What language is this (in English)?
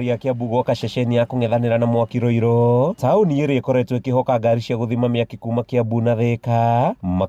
Kikuyu